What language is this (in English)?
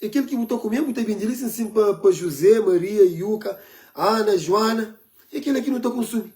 Kabuverdianu